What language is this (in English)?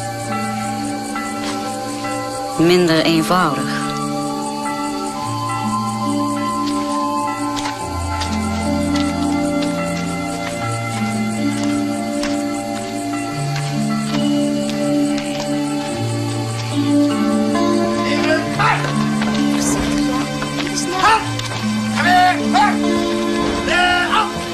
Dutch